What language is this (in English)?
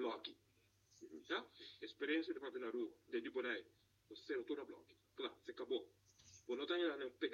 Papiamento